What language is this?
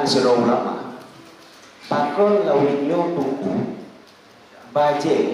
Achinese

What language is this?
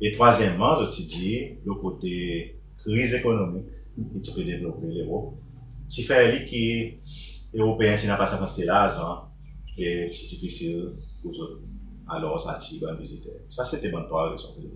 Seselwa Creole French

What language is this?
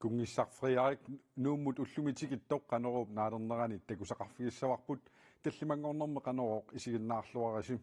Kalaallisut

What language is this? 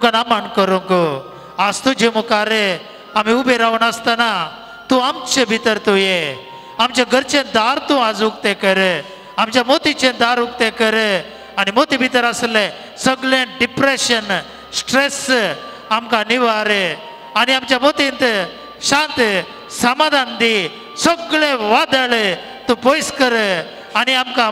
Konkani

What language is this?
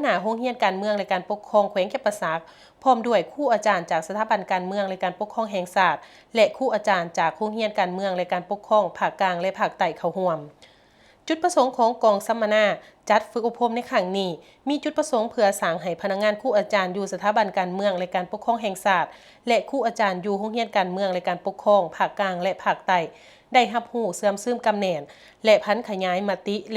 Lao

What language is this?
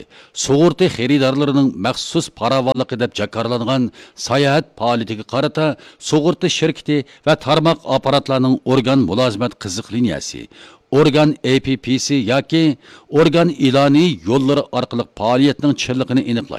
Uyghur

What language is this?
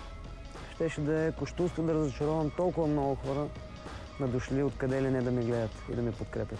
Bulgarian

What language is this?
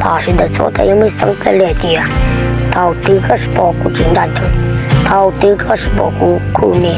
Hmong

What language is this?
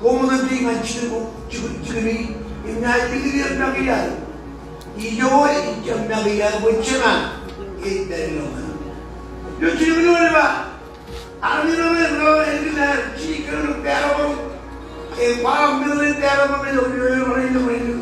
Marshallese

